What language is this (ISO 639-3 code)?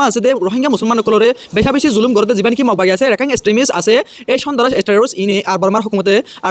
rhg